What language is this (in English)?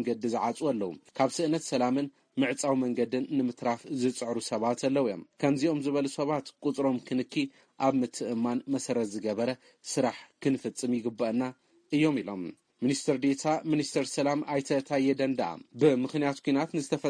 Tigrinya